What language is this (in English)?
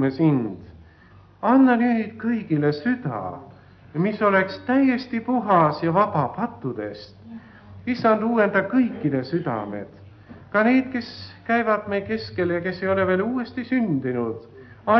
Estonian